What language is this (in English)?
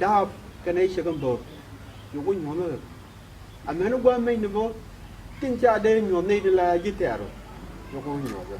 Nuer